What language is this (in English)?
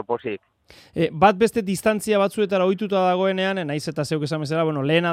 Basque